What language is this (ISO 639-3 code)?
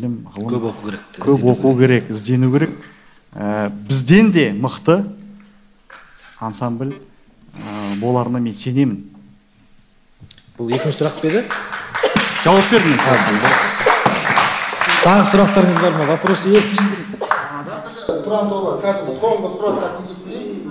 kaz